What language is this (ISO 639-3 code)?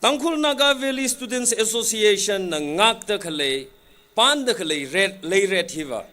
nmf